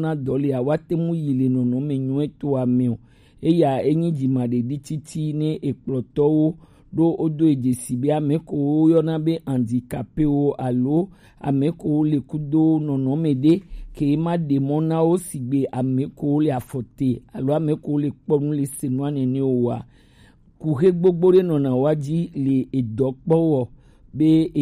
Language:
Gen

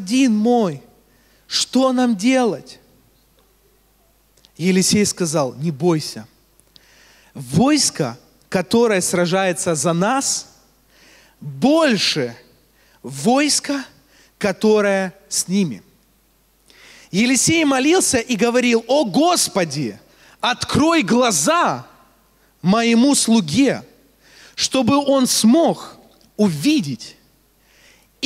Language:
Russian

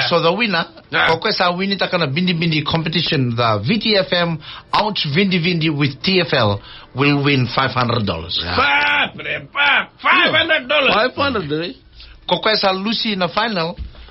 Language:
Fijian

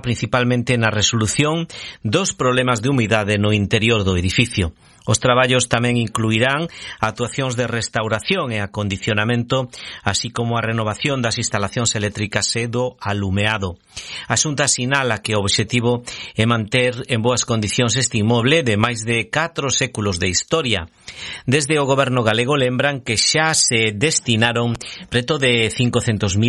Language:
Galician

